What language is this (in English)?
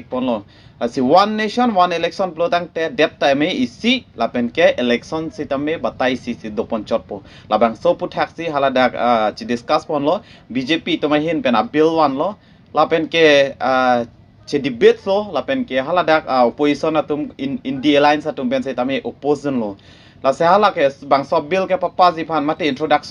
Karbi